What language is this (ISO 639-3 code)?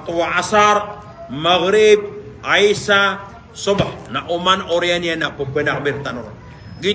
mrw